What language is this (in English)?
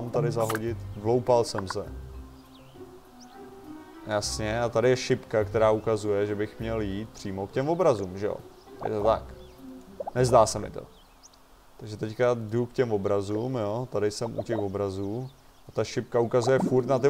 Czech